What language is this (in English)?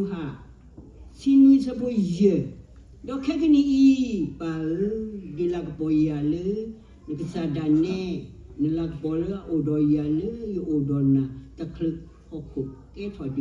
S'gaw Karen